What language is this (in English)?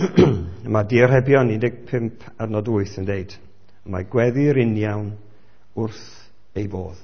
Welsh